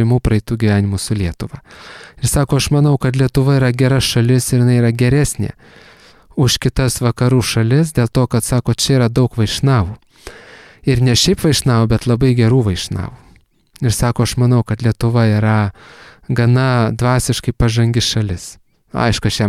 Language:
Lithuanian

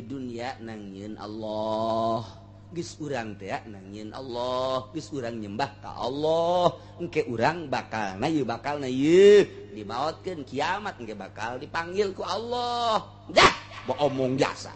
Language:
Sundanese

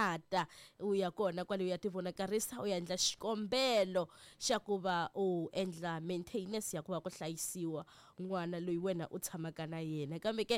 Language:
Tsonga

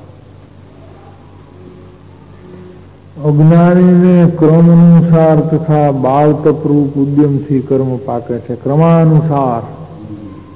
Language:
Gujarati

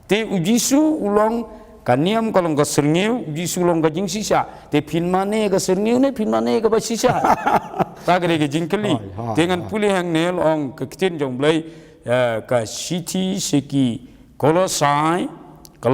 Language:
Khasi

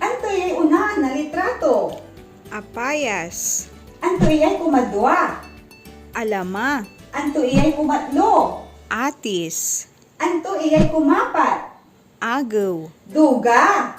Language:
Pangasinan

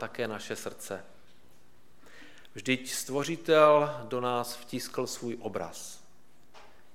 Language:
Czech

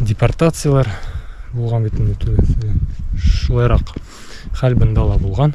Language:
Bashkir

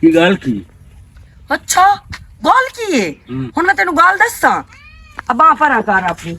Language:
Western Panjabi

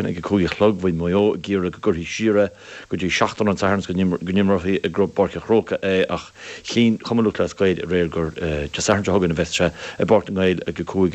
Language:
Irish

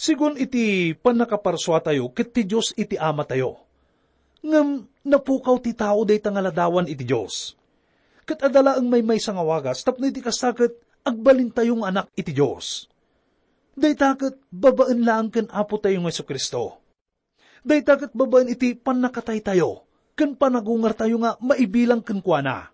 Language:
Iloko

